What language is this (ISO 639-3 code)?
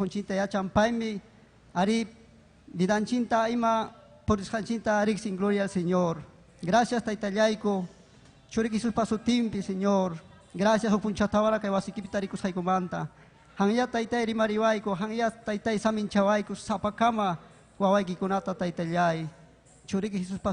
quy